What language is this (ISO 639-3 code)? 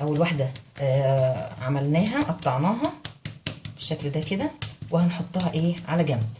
arz